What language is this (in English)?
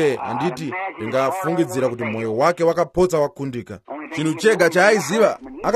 Shona